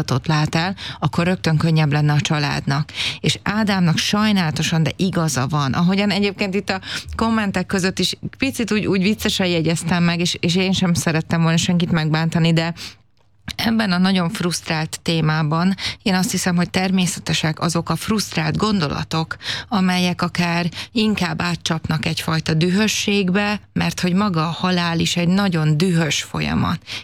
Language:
Hungarian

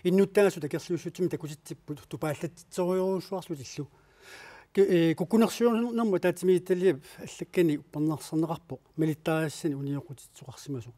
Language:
Kalaallisut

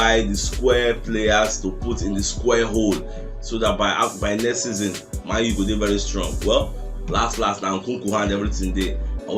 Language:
Nigerian Pidgin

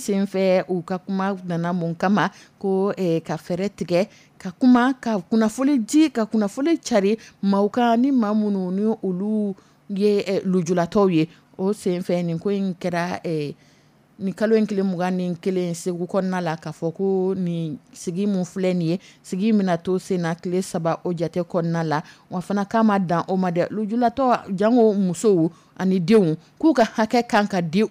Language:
Dyula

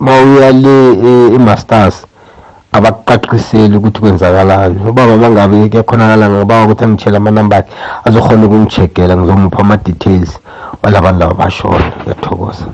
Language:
South Ndebele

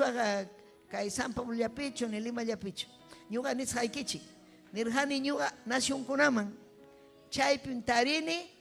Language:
Ayacucho Quechua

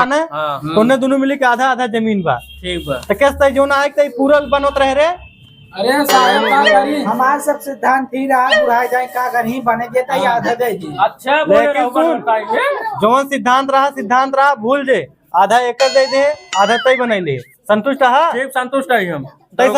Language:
Awadhi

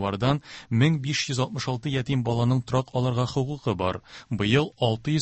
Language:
Tatar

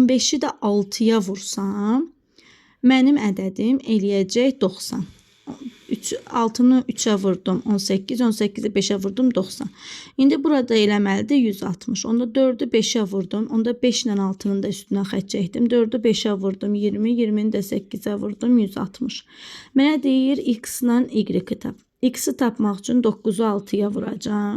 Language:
Azerbaijani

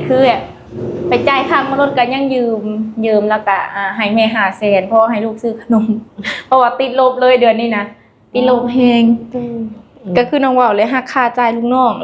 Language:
Lao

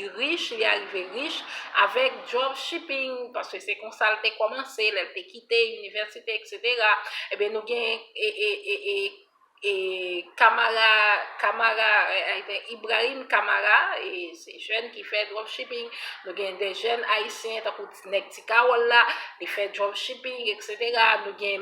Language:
Haitian Creole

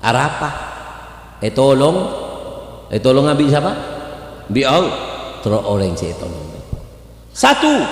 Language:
Madurese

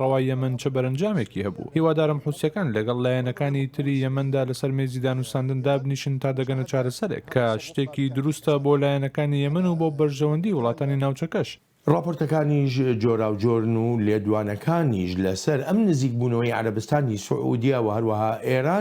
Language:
Central Kurdish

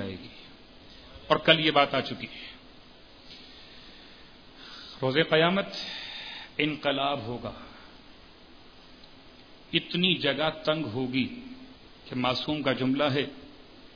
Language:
Urdu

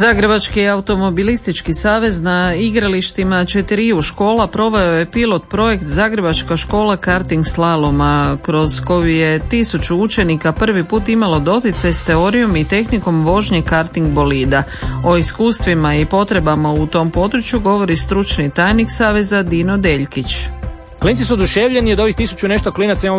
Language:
Croatian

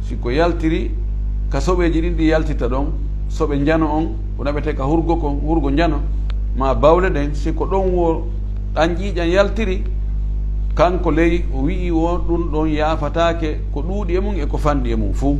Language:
Fula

